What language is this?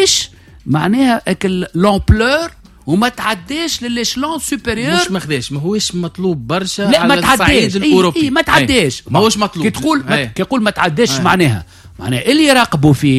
Tunisian Arabic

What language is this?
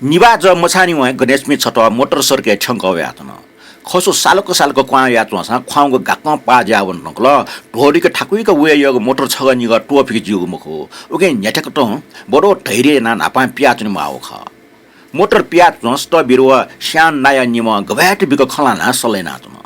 Newari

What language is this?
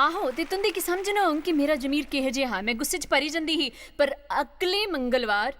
Dogri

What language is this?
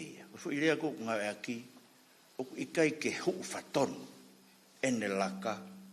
Tongan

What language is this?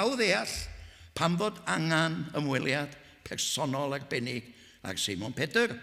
Welsh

